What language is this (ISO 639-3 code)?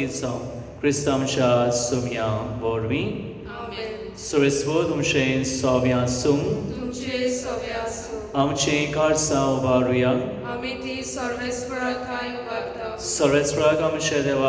kok